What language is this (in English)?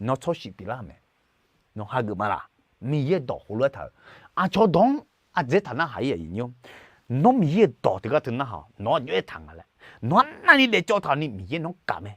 Akha